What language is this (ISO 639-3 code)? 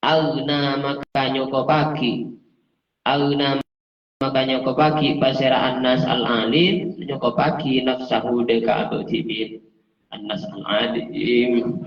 mad